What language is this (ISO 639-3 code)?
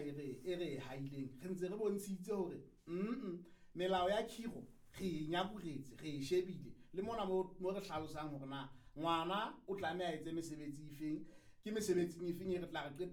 sot